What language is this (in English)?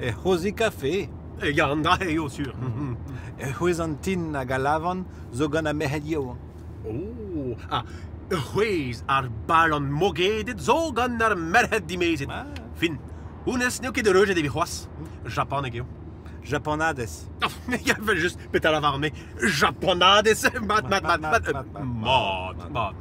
Breton